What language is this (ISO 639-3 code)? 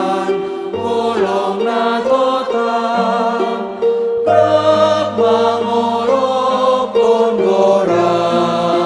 bts